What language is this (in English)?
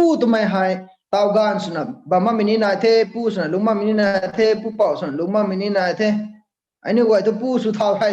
Rongmei Naga